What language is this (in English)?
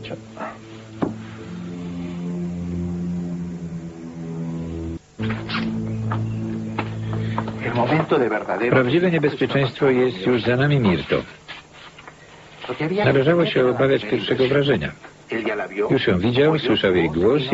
Polish